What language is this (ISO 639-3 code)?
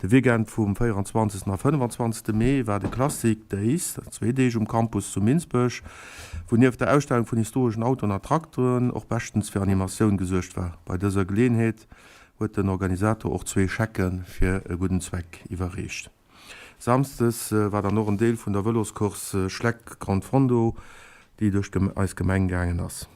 ltz